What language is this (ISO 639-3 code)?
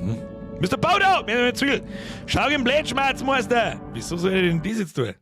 bar